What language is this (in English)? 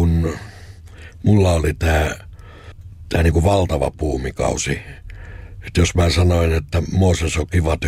Finnish